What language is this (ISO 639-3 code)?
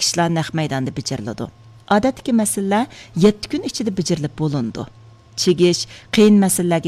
uig